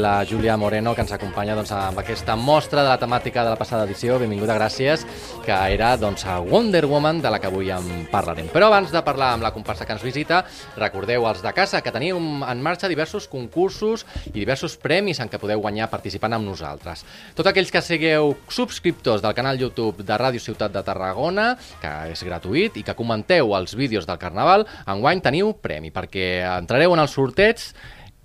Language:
Catalan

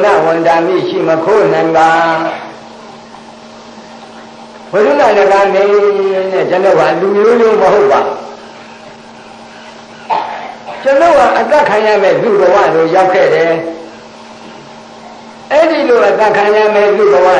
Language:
Burmese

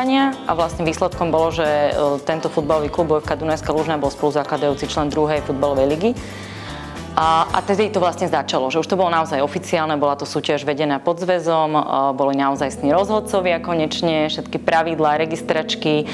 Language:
Slovak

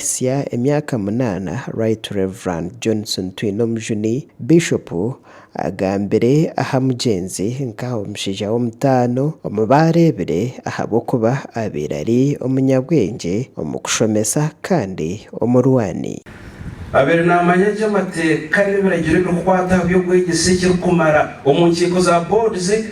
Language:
Nyankole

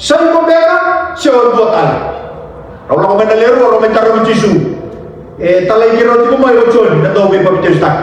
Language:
Fijian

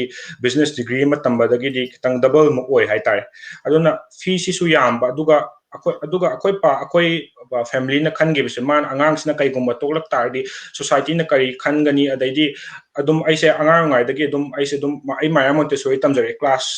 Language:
Manipuri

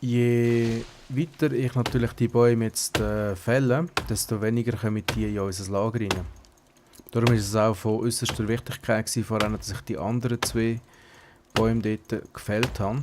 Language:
Swiss German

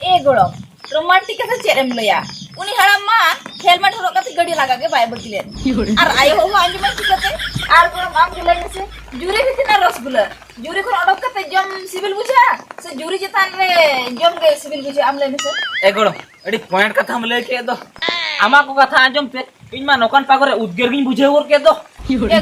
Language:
Santali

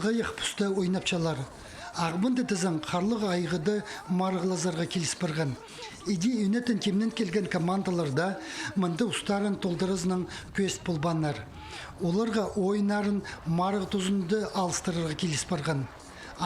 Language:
Khakas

